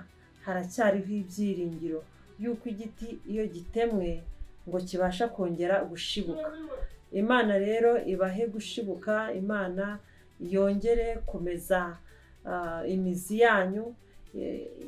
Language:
Kinyarwanda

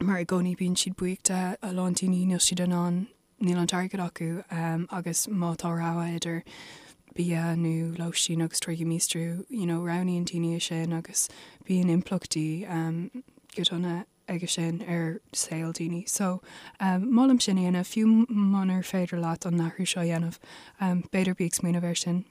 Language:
Irish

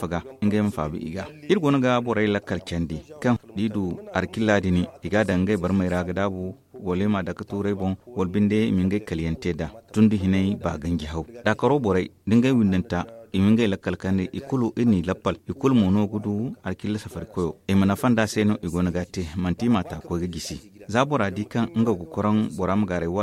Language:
Zarma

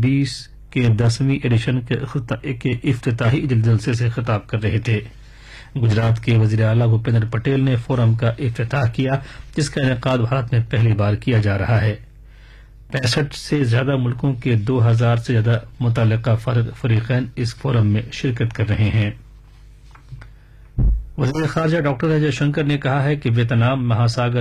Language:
Urdu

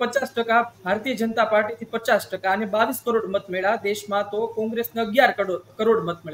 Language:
Gujarati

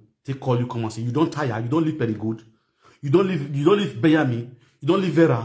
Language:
Nigerian Pidgin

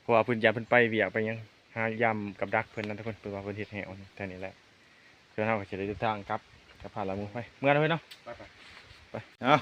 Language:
Lao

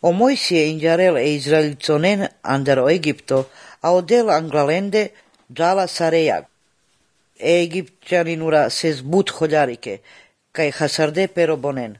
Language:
Croatian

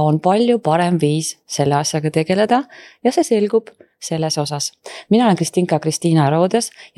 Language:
Estonian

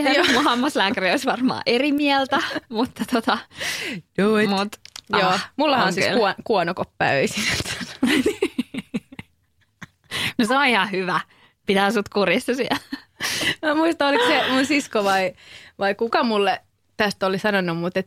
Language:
Finnish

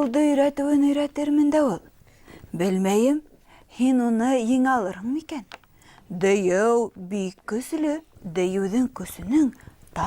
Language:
Bashkir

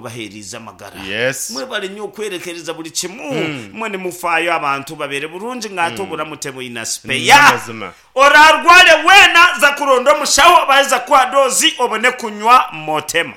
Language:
Nyankole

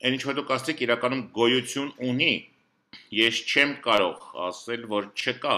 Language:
Armenian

